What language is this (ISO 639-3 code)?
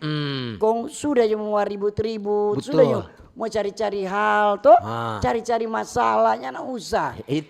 xmm